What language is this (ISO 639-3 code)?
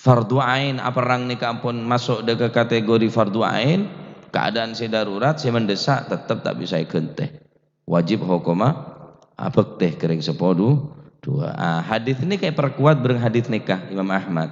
mad